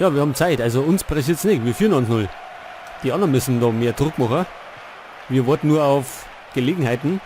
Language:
Bavarian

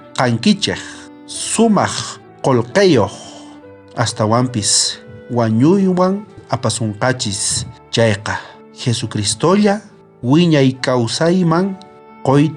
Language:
South Bolivian Quechua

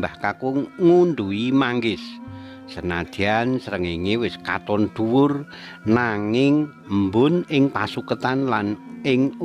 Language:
Javanese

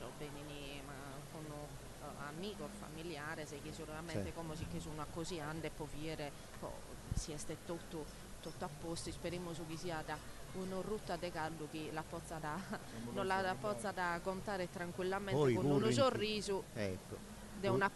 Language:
Sardinian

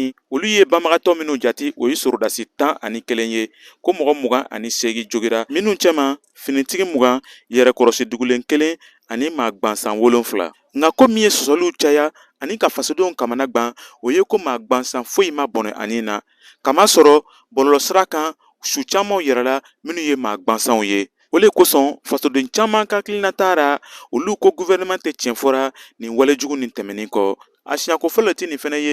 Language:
Bambara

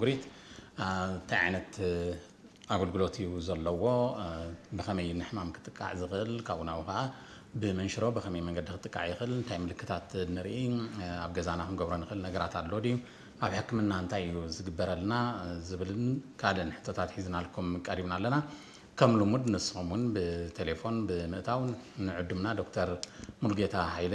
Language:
Tigrinya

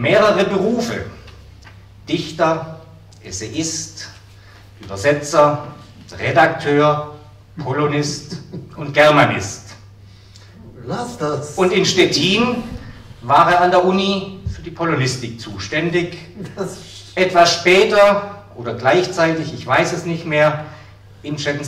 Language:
German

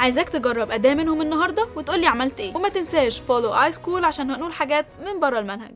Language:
Egyptian Arabic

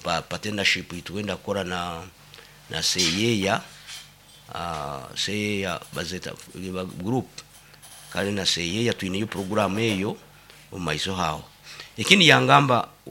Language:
Nyoro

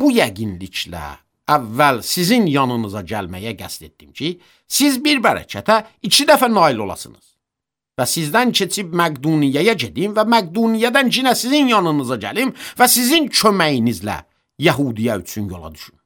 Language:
Azerbaijani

